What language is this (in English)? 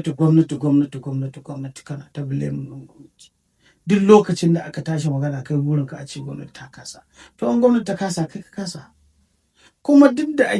Hausa